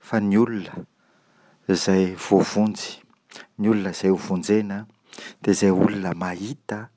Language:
Malagasy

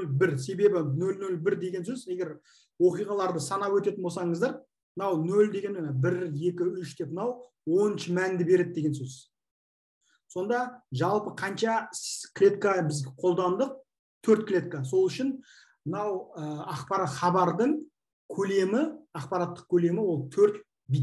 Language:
Kazakh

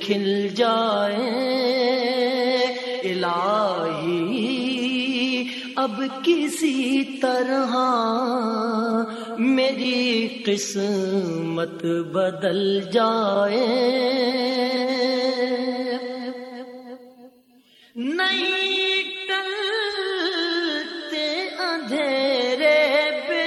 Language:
Urdu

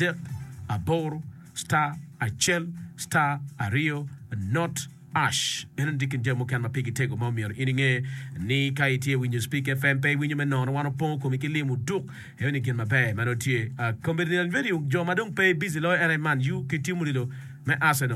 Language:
Acoli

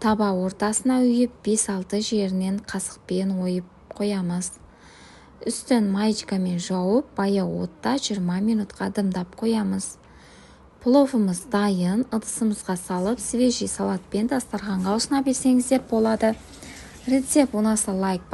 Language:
Kazakh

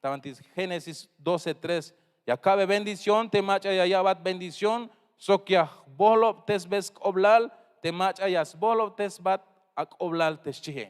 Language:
Tzeltal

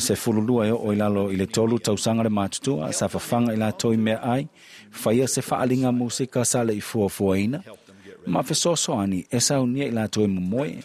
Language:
Samoan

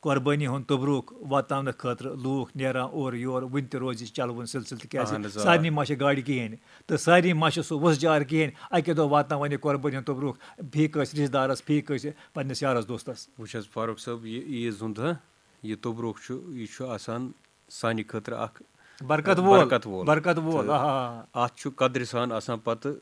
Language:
Kashmiri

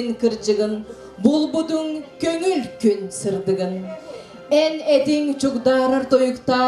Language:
Yakut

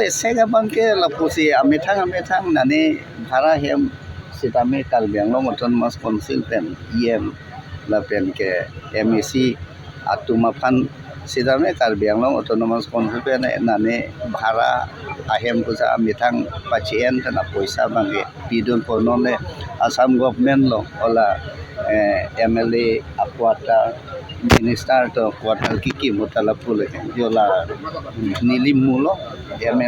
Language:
Karbi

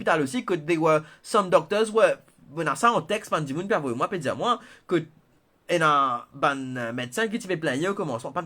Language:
Morisyen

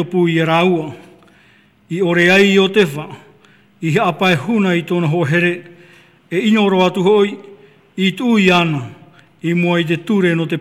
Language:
Tahitian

